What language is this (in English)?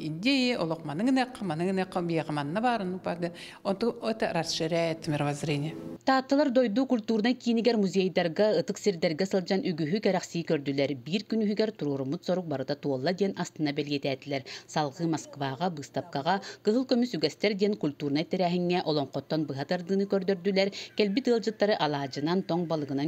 Yakut